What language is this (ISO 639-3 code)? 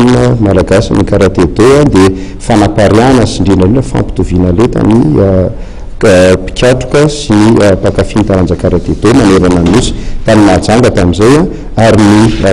mlg